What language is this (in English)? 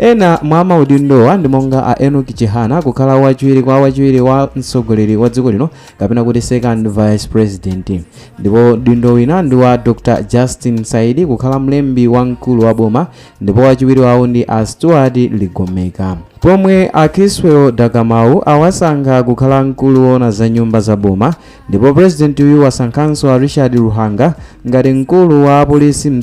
Nyanja